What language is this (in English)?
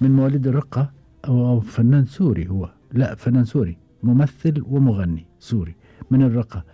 Gulf Arabic